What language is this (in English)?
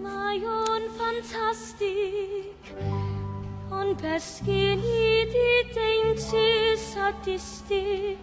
Welsh